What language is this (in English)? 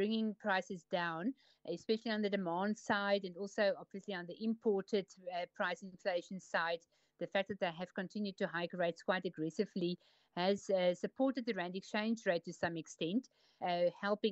English